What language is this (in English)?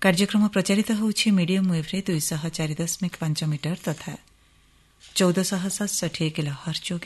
Odia